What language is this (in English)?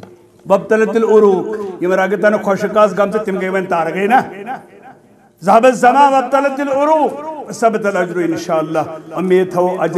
Kashmiri